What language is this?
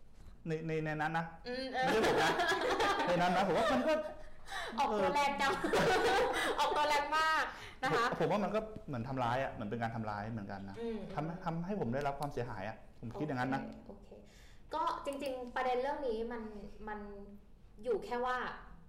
Thai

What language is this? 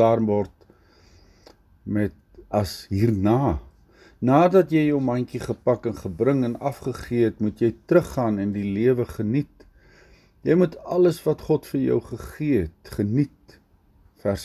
Afrikaans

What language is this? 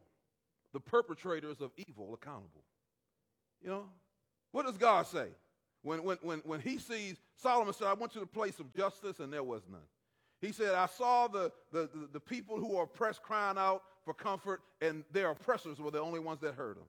English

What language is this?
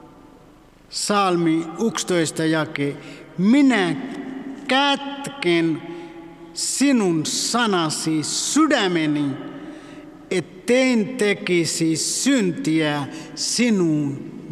Finnish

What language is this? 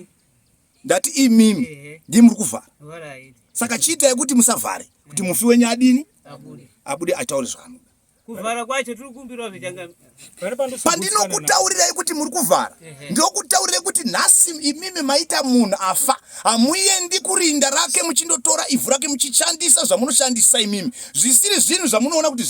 Shona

